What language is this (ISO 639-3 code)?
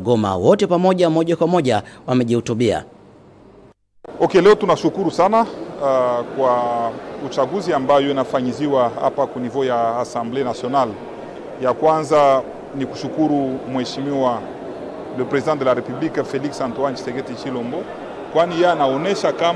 swa